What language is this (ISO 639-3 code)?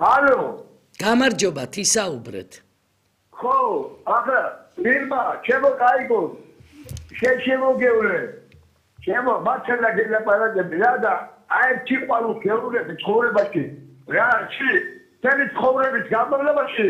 kat